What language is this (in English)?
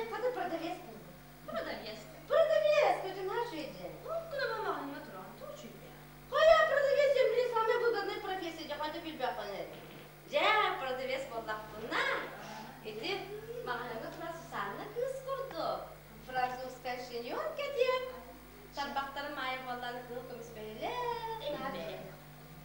Yakut